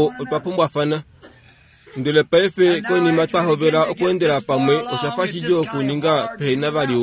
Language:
Kuanyama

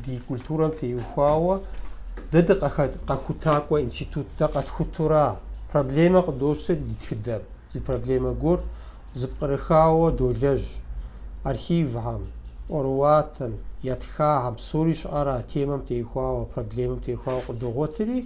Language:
Kabardian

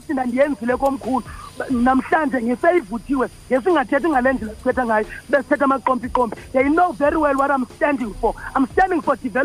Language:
Xhosa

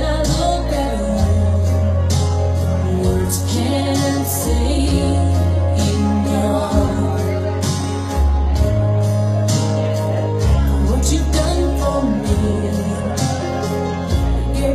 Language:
English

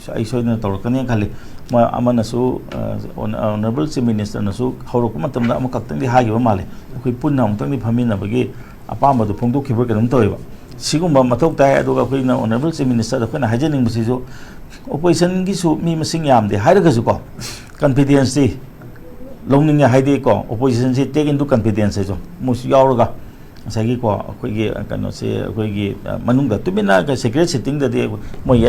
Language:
Manipuri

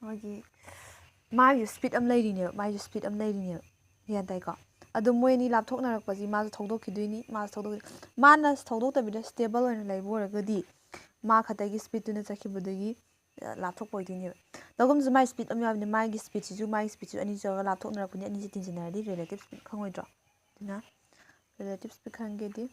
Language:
Manipuri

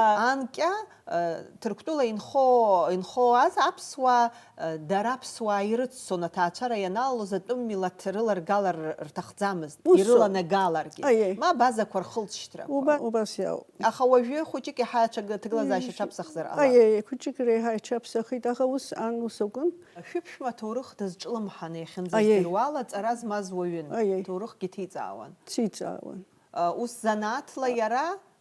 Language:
Abkhazian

